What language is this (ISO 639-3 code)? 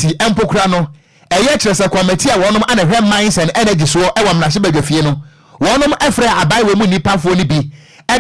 aka